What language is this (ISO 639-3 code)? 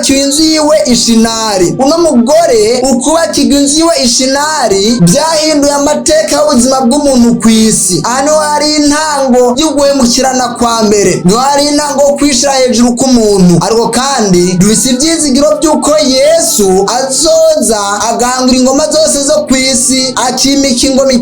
run